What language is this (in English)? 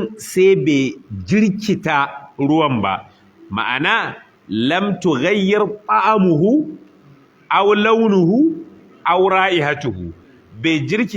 Hausa